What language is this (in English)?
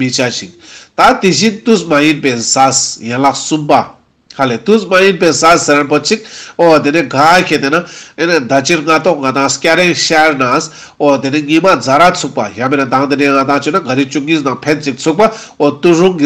Ladakhi